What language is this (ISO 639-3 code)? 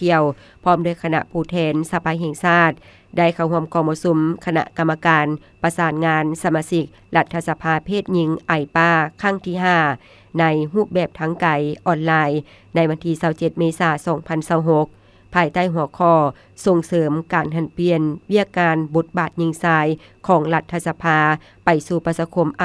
lao